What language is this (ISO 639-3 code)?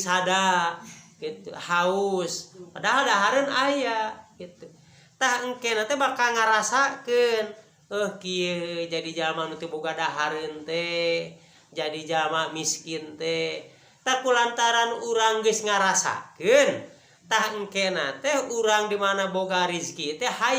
sun